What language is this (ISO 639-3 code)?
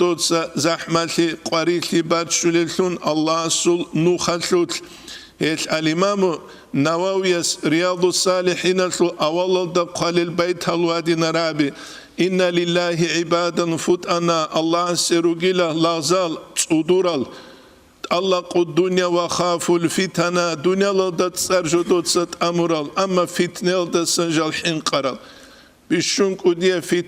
ava